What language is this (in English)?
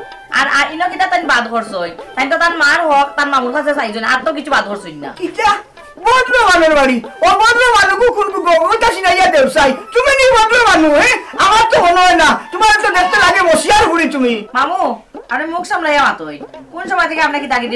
Sylheti